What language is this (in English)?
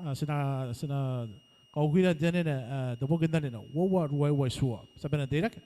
Gilbertese